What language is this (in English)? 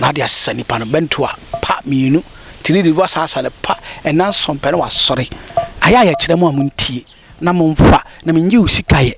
Akan